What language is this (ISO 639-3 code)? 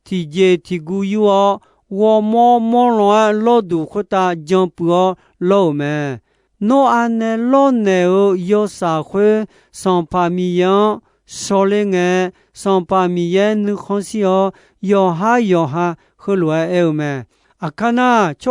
ahk